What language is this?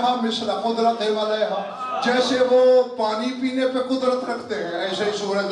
Urdu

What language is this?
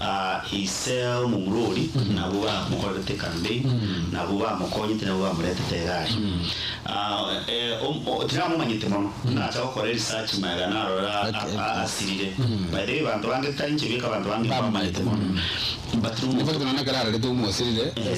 Gusii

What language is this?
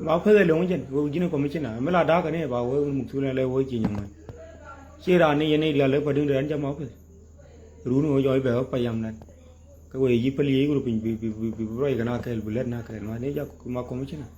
Nuer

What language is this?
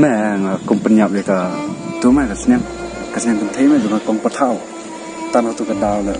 Khasi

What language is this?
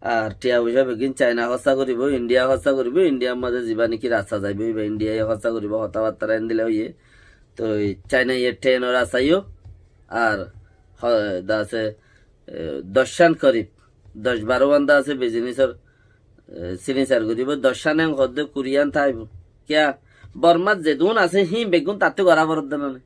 Rohingya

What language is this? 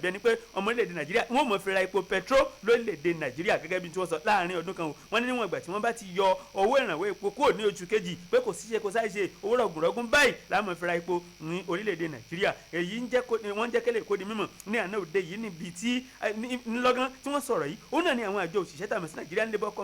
Yoruba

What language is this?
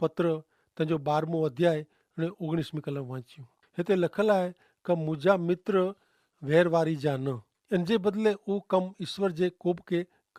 Kachhi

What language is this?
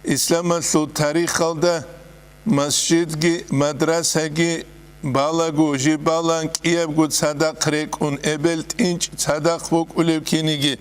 Avaric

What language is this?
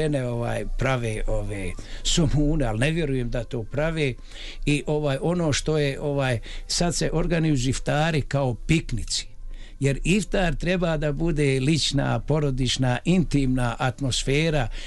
Bosnian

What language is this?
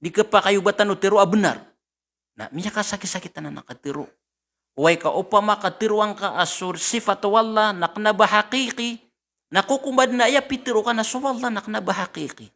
Maranao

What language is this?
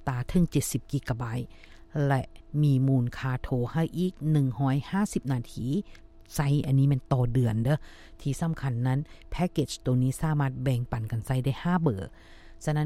Lao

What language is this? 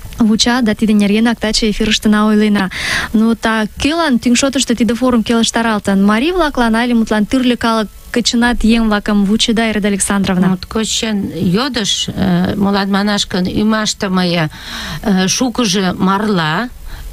Mari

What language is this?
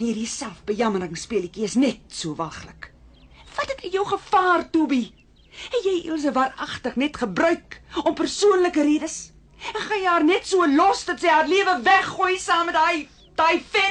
Afrikaans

